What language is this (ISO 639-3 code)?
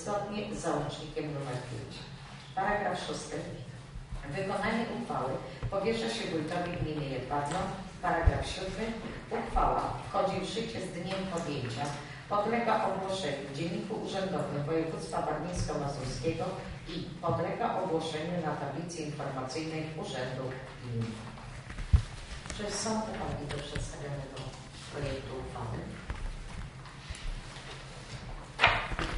pol